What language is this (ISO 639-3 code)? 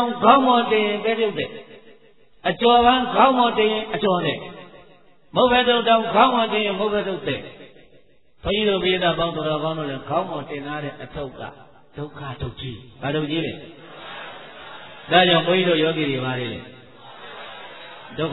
mya